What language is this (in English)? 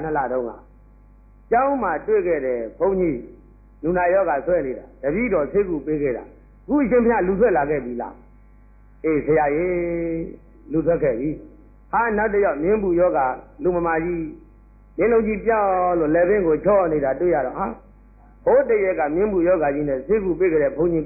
Burmese